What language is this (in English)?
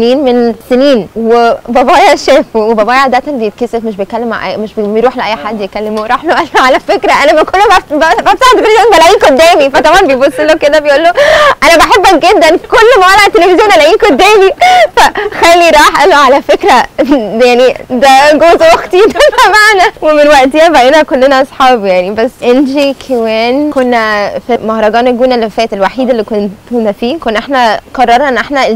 Egyptian Arabic